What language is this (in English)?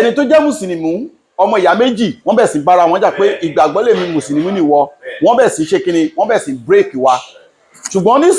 Yoruba